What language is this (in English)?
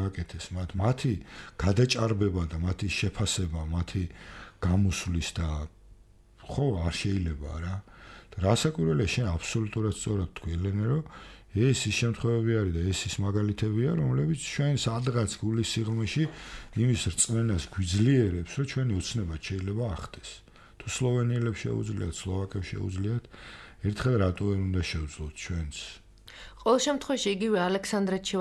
Georgian